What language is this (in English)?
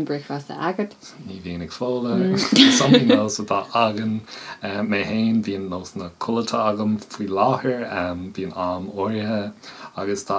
Irish